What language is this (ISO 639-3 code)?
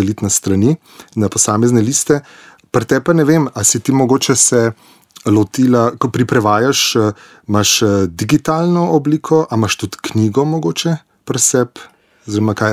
slv